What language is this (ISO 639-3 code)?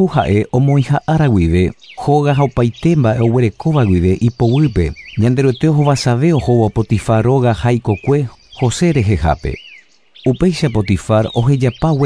grn